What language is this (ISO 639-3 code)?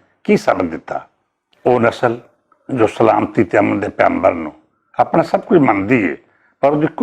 lah